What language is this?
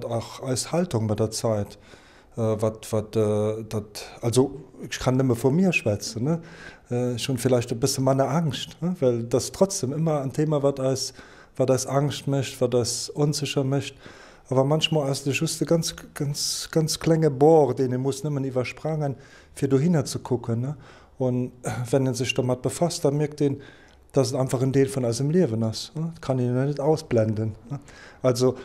Luxembourgish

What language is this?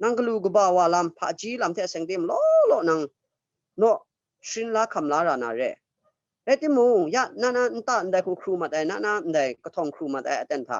Kachin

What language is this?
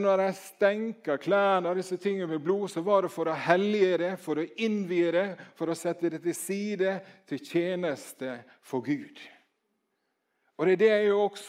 Norwegian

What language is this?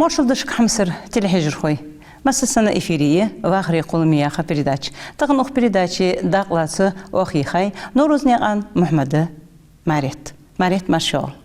Ingush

